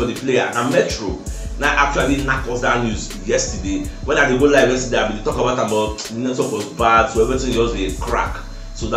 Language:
Nigerian Pidgin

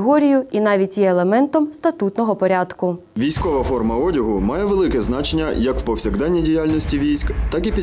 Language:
Ukrainian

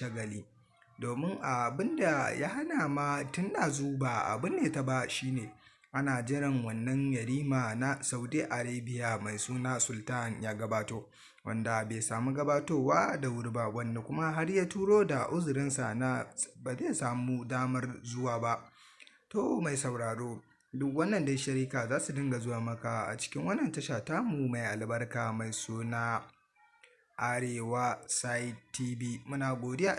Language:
Hausa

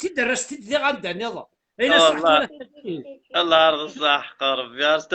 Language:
Kabyle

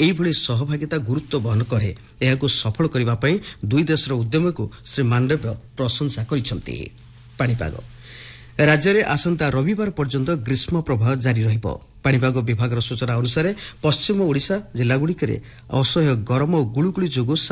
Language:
Odia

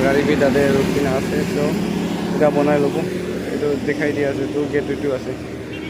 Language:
Naga Pidgin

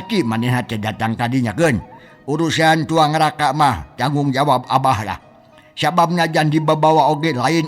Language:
Sundanese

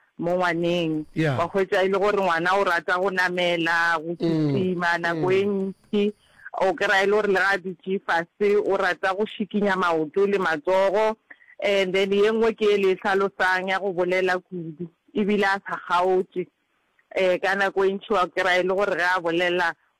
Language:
Northern Sotho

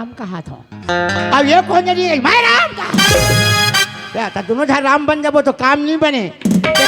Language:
Chhattisgarhi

